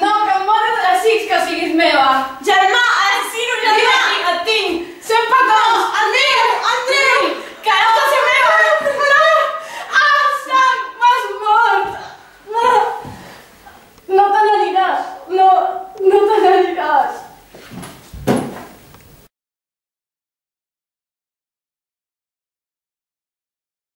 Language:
Catalan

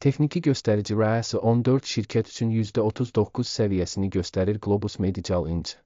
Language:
Azerbaijani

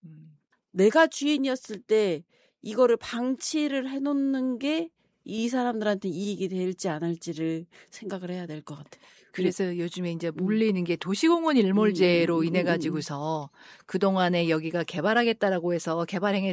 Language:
Korean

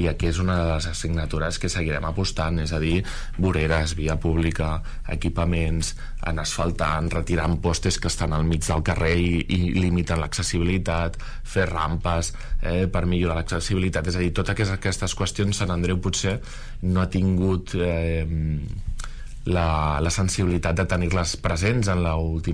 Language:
Catalan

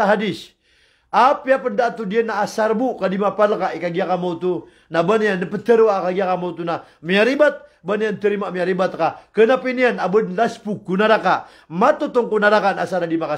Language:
Maranao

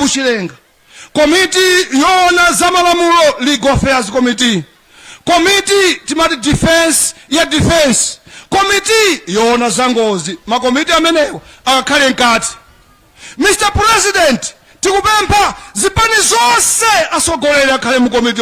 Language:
Nyanja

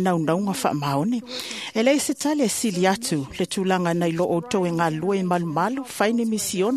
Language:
Samoan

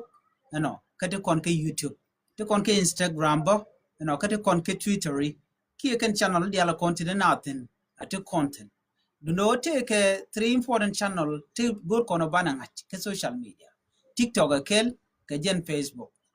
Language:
Nuer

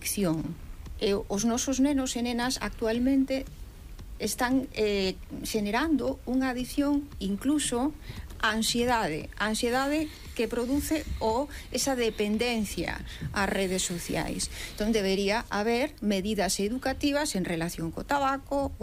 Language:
Galician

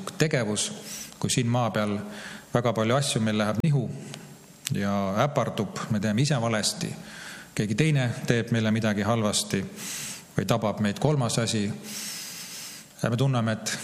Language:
Estonian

